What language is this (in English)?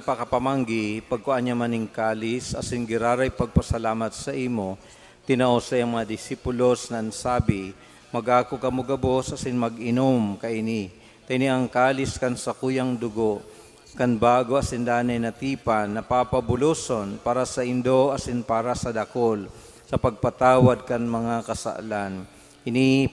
Bikol